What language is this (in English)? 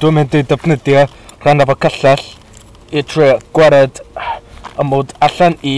Welsh